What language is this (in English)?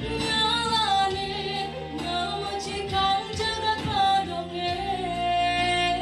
Balinese